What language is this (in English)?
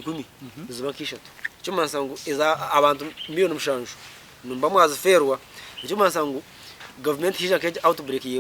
Nyankole